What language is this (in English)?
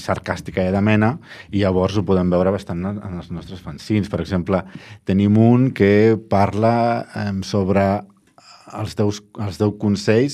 Catalan